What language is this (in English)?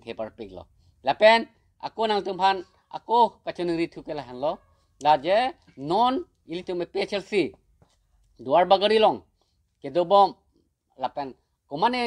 Karbi